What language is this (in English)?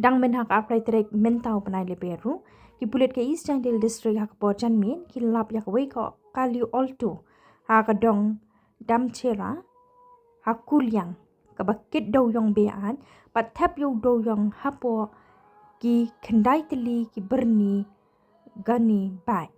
Khasi